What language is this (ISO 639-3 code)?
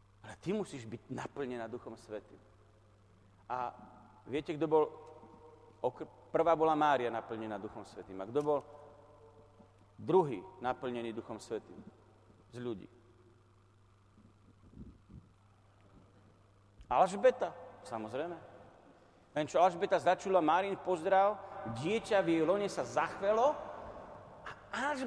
slk